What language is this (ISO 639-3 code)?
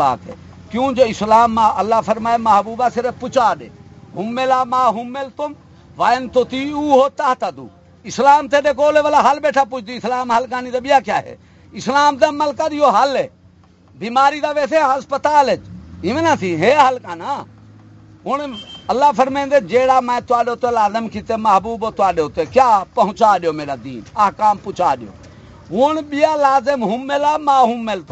skr